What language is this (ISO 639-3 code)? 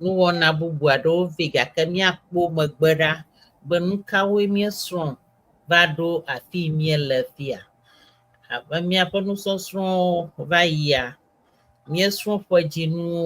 ewe